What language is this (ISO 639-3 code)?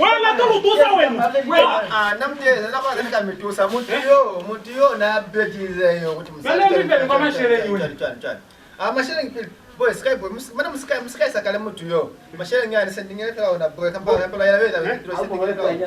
loz